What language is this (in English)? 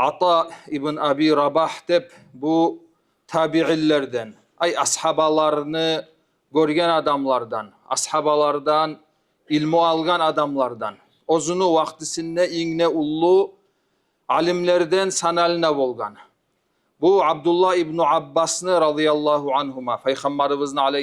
Kumyk